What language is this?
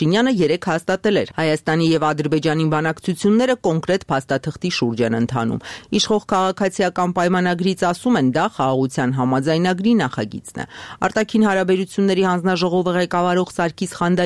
Armenian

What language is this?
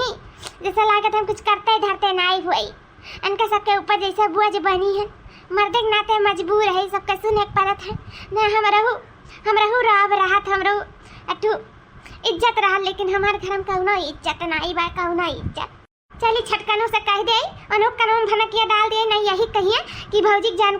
Awadhi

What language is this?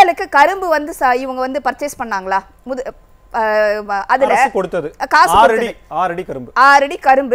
Tamil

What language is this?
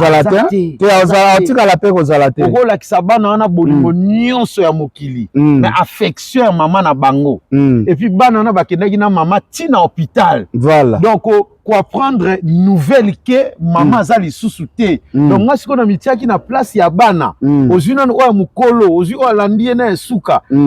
Lingala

